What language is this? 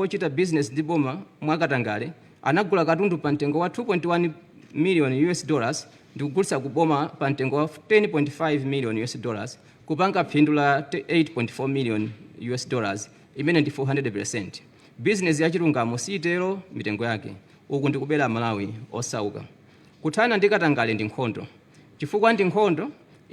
Nyanja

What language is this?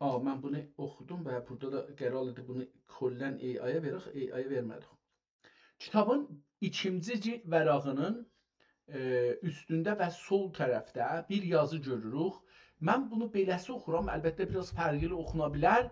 South Azerbaijani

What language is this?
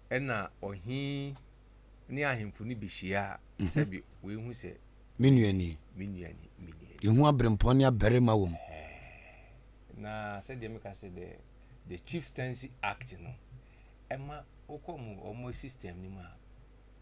Akan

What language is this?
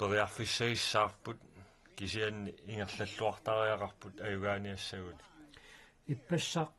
Kalaallisut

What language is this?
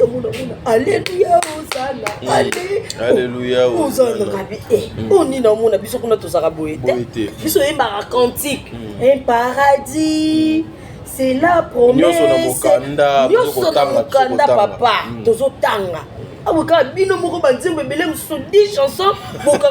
Lingala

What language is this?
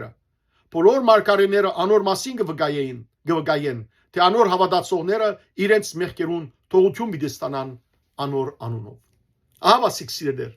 Western Armenian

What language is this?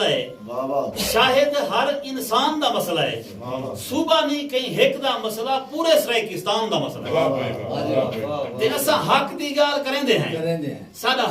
Saraiki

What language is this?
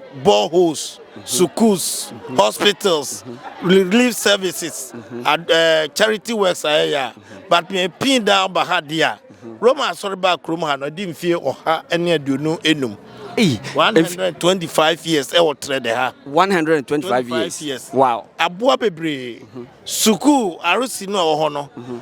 Akan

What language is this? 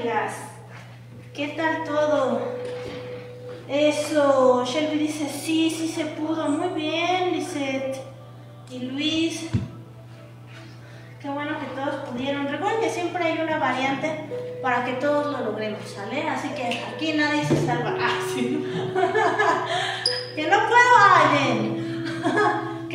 Spanish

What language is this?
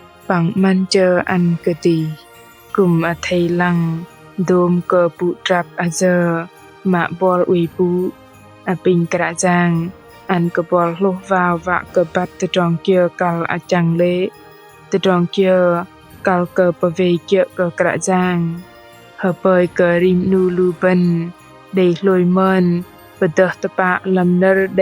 Bahnar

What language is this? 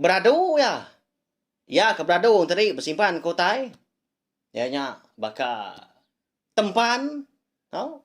Iban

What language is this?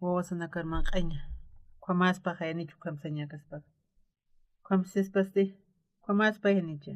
Aymara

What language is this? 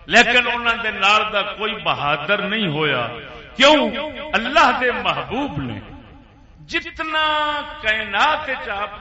Saraiki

